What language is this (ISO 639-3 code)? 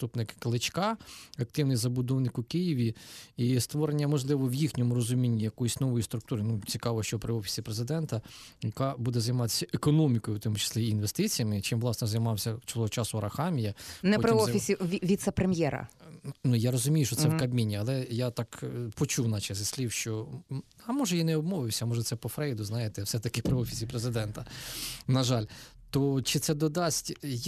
ukr